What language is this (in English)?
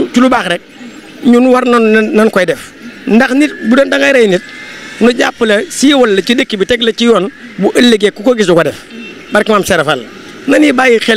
Wolof